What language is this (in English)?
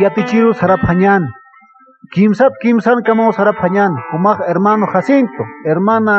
Aymara